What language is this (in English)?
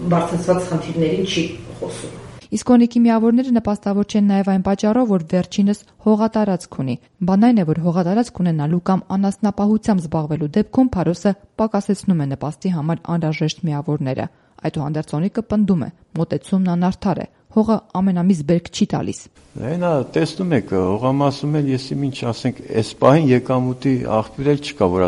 Armenian